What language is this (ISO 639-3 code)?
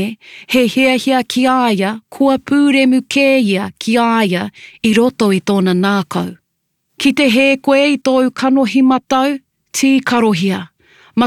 mri